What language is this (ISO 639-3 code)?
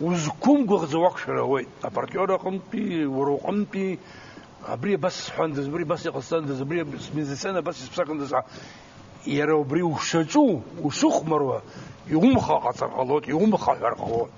abk